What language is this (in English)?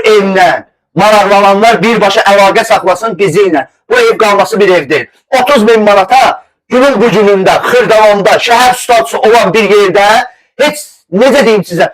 Azerbaijani